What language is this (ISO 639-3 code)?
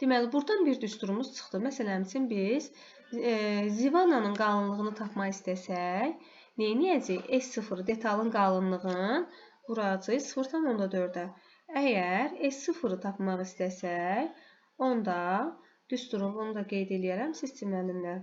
aze